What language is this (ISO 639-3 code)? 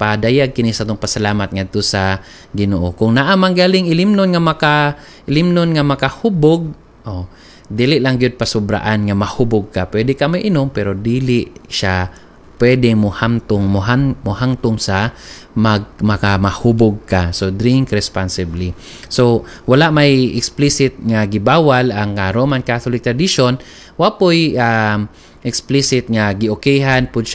ceb